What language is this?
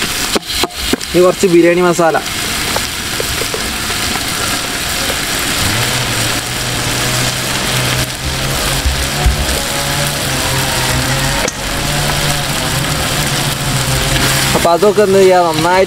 Malayalam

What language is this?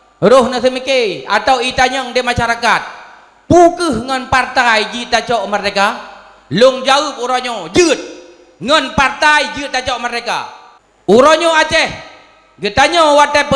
Achinese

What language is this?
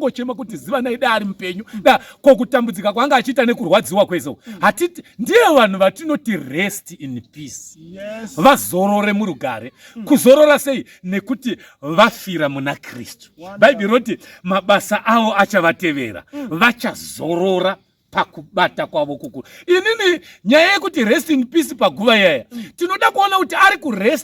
Shona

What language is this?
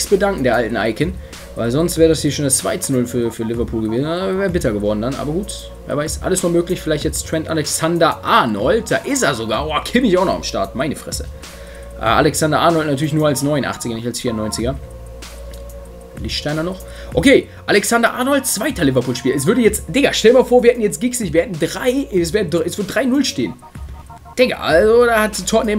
German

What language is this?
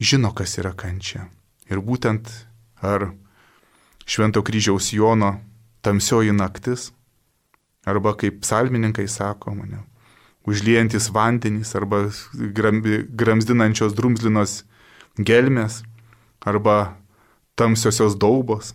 Lithuanian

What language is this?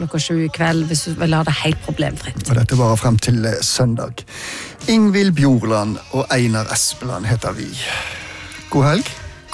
Norwegian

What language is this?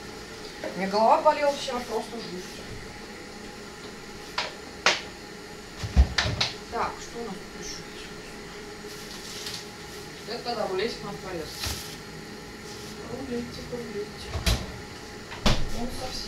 Russian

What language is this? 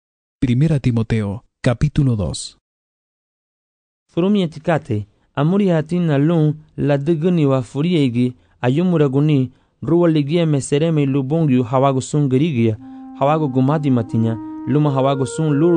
Garifuna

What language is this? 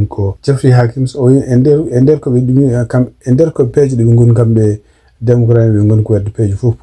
Fula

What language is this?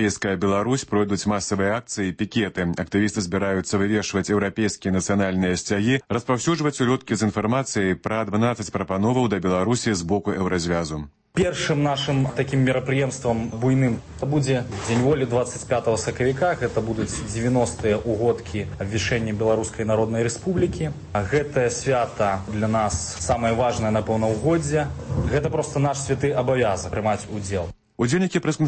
Belarusian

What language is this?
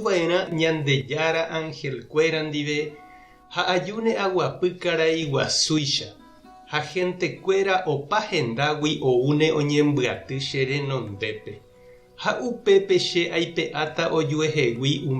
Guarani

